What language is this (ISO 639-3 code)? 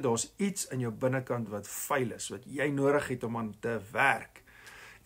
afr